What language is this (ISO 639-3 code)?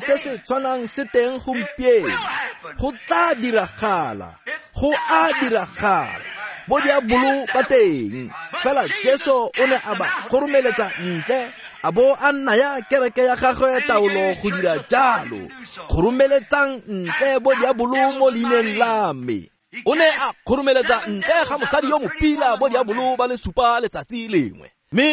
tsn